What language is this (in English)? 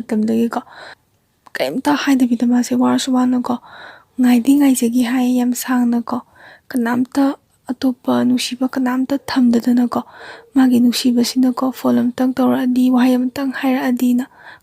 Manipuri